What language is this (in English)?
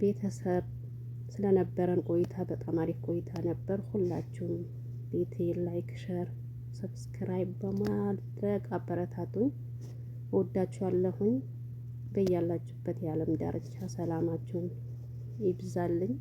Amharic